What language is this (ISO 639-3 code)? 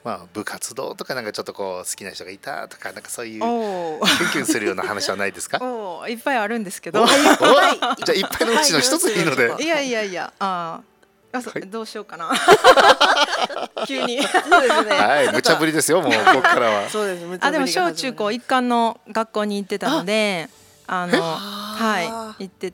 jpn